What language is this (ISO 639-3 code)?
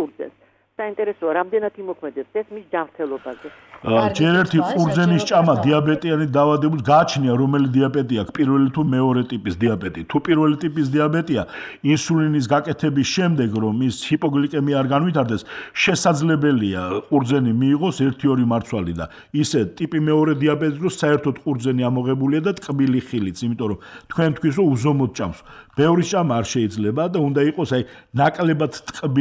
kat